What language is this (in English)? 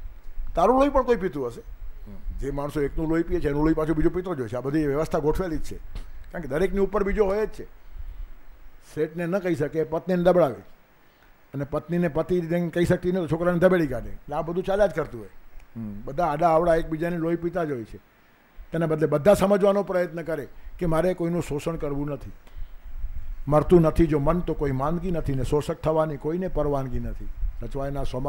Gujarati